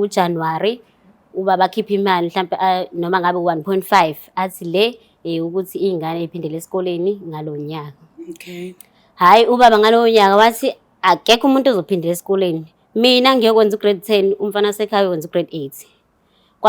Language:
Zulu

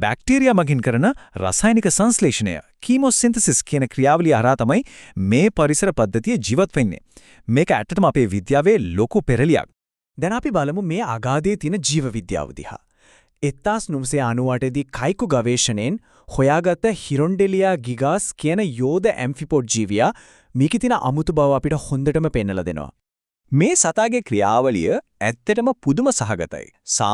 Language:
Sinhala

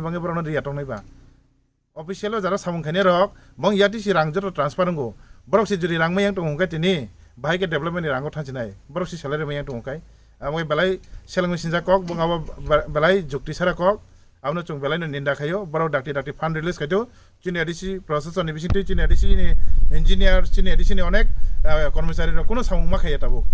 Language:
Kok Borok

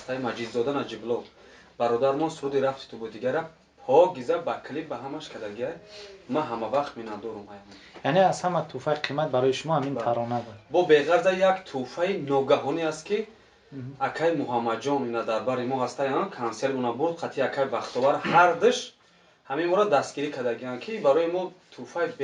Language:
Tajik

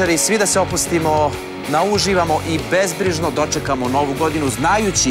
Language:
Serbian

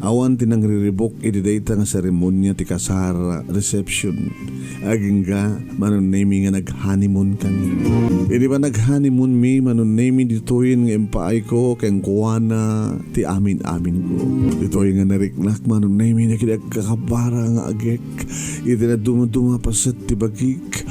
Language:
Iloko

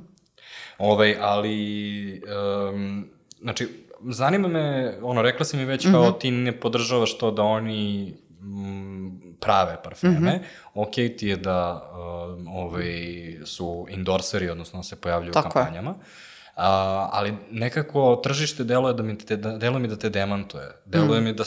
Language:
Serbian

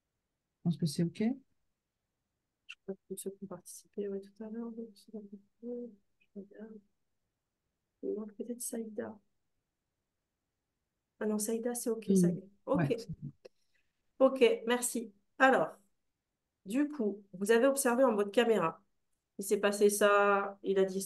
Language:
French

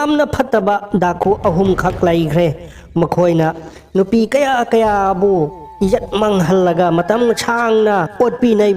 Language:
Manipuri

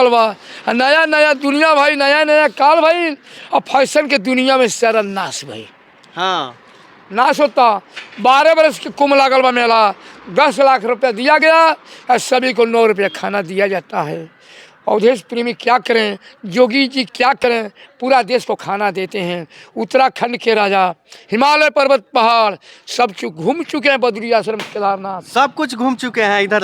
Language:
Bhojpuri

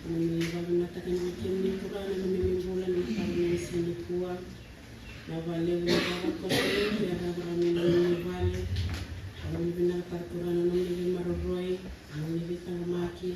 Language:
Fijian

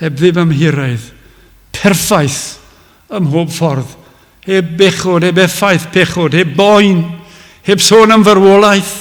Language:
Welsh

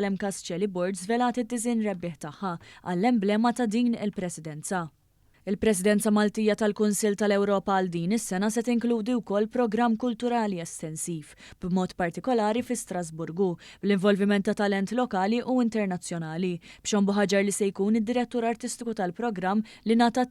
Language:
Maltese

